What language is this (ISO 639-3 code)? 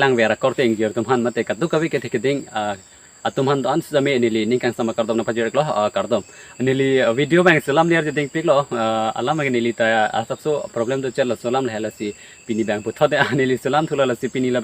mjw